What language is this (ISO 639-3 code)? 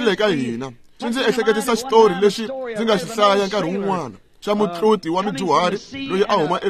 tso